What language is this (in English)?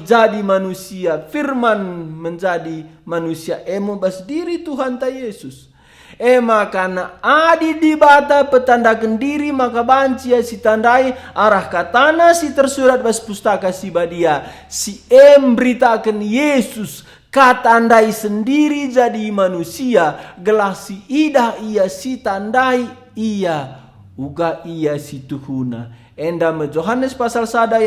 Batak Karo